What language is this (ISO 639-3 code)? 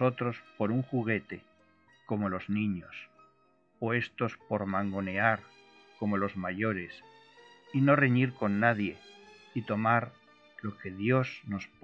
spa